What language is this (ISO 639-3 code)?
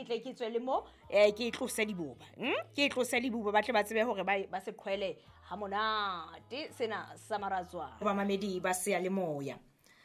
sot